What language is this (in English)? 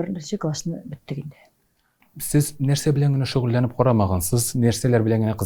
Tatar